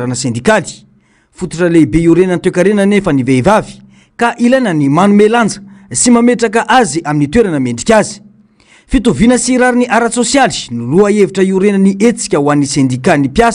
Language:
Malagasy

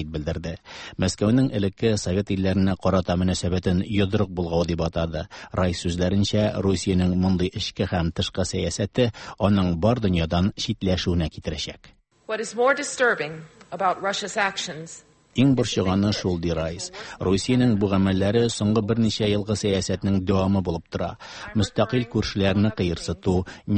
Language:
Tatar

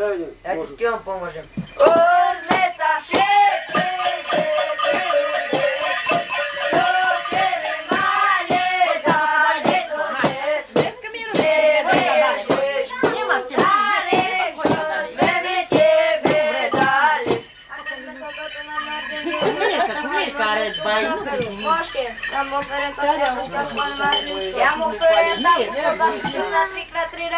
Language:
Slovak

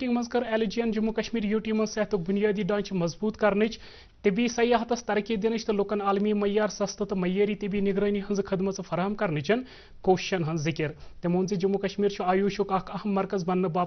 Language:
Kashmiri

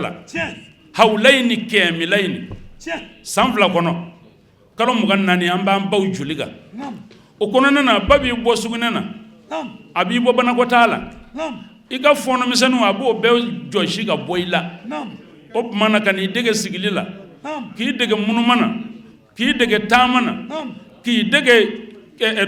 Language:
Bambara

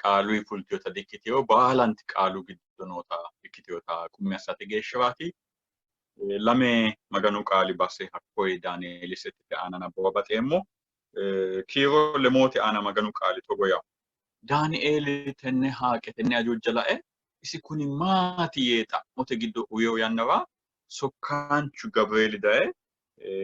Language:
Sidamo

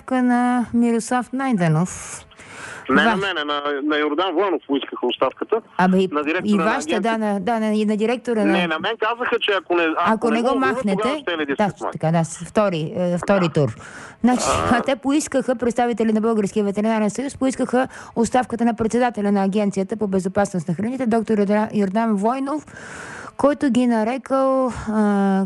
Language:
Bulgarian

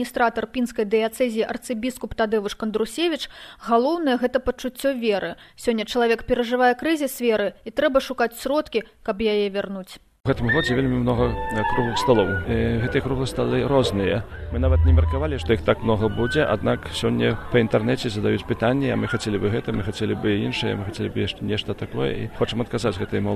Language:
Belarusian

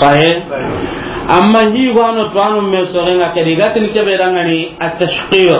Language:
Soninke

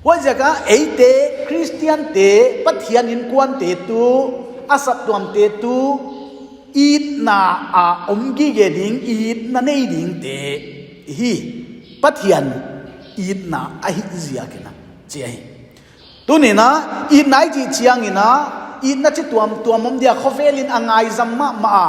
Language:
Paite Chin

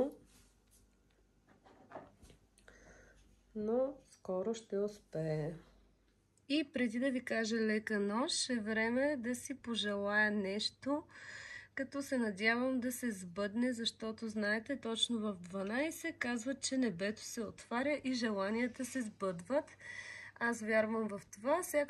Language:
Bulgarian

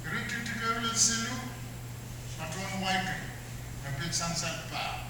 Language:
Pohnpeian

